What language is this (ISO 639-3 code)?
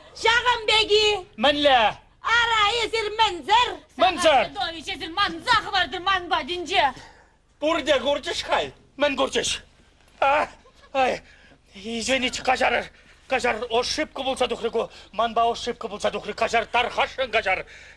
chv